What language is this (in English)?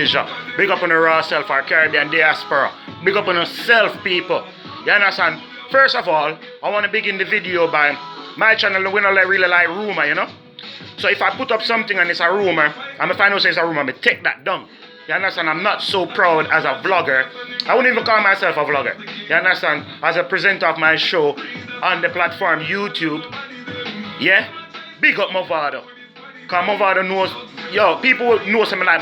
Jamaican Creole English